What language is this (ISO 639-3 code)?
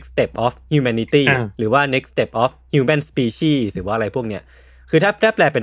tha